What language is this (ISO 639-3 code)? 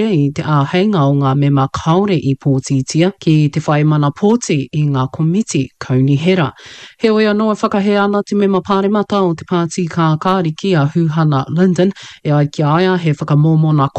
mri